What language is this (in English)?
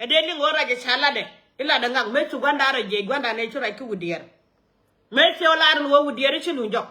Nuer